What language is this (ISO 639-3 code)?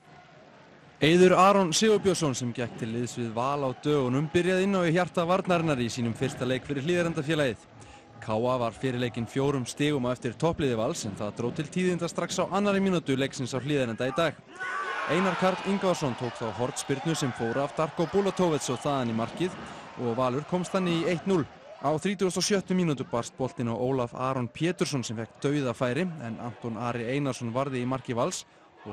isl